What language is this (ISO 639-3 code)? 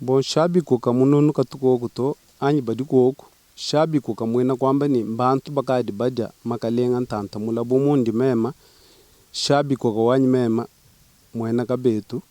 lua